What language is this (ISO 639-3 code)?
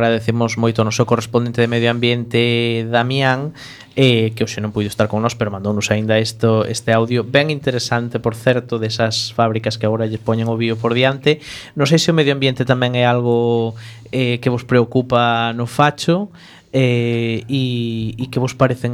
glg